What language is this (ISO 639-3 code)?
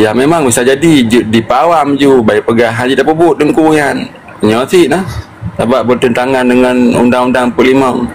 ace